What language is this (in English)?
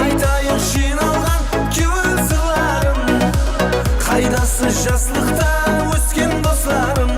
Kara-Kalpak